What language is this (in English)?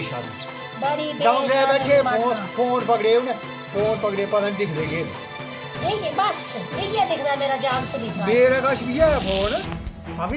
Dogri